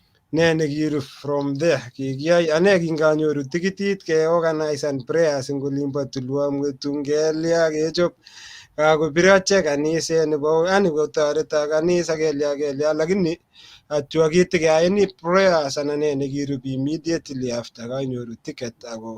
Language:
Kalenjin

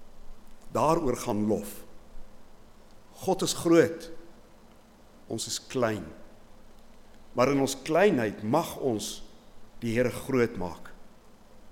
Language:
Afrikaans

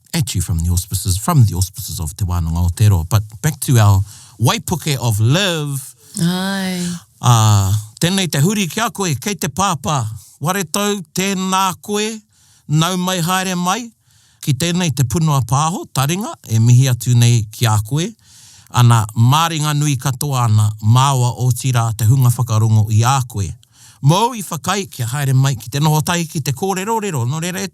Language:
Māori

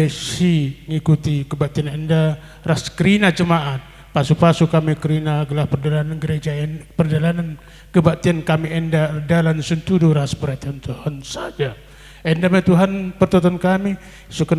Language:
Batak Karo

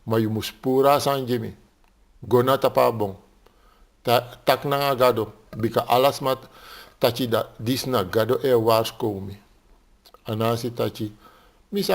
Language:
Sranan Tongo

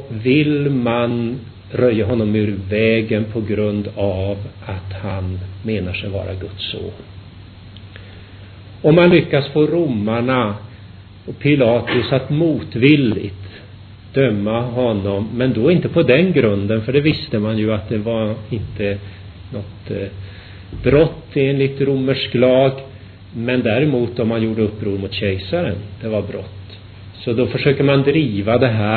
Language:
Swedish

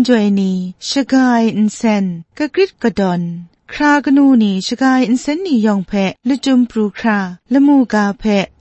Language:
Kachin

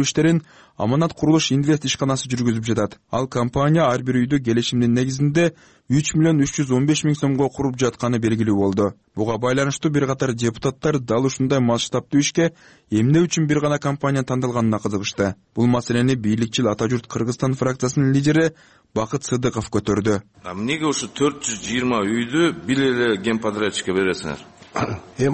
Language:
Kyrgyz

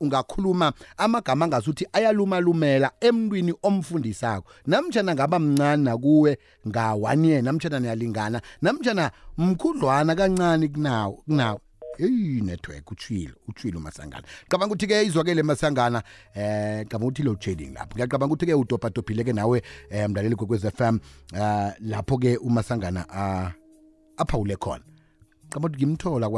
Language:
South Ndebele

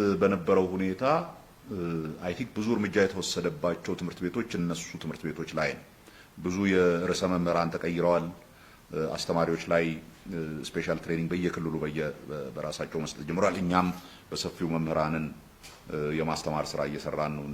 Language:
Amharic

